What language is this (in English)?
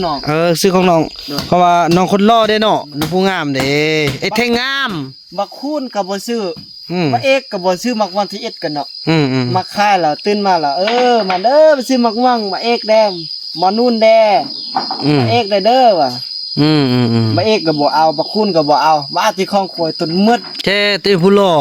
Northeastern Thai